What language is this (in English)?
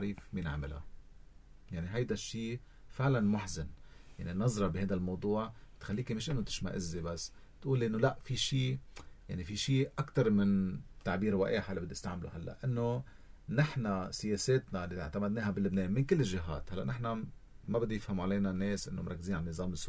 North Levantine Arabic